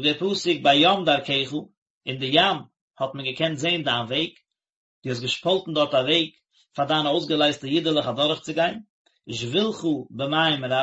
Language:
Yiddish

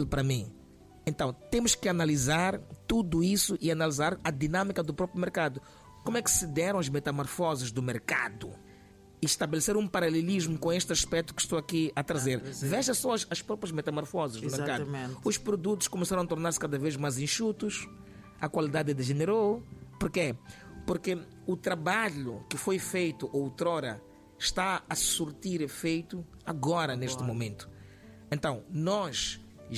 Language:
Portuguese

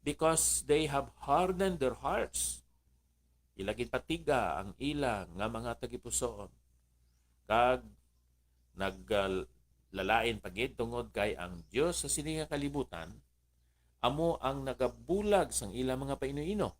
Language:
Hiligaynon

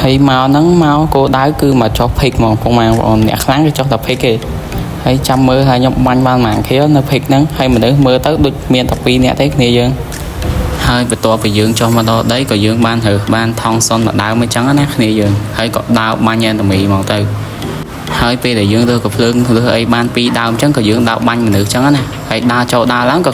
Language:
Khmer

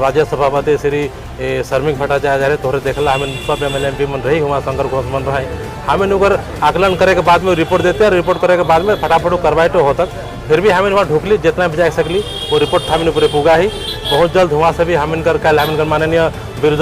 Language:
Sadri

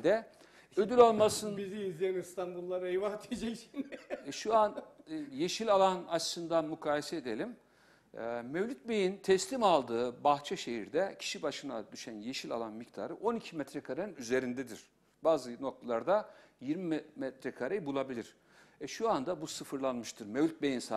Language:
Turkish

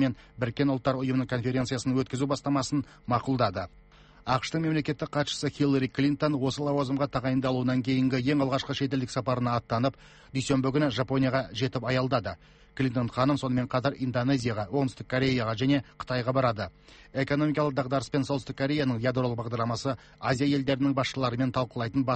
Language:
Kazakh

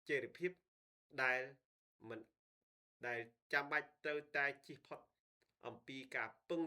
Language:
Khmer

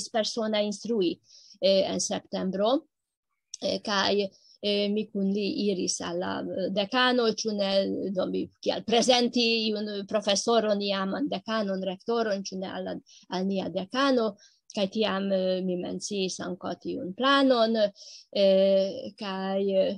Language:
Esperanto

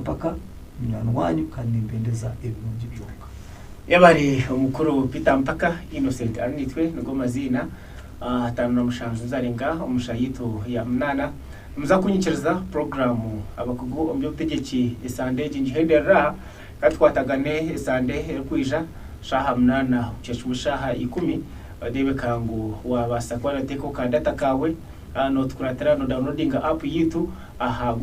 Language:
Nyankole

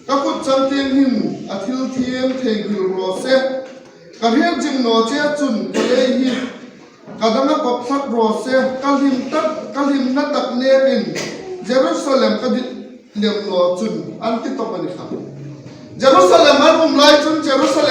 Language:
Hmar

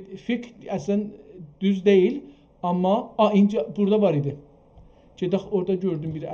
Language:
South Azerbaijani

